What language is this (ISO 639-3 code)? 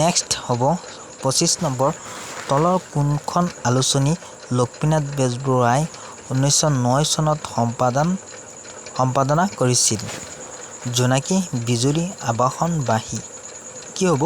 asm